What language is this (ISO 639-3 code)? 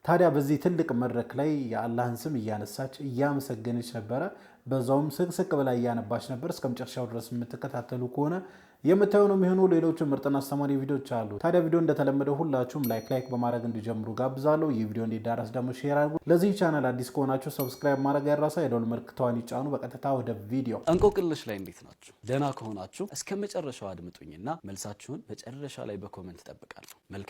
amh